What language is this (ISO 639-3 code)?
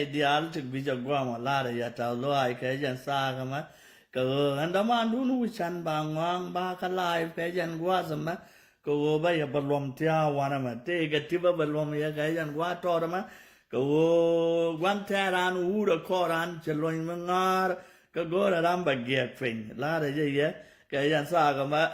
nus